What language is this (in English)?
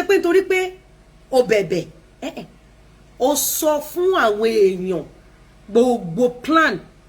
Yoruba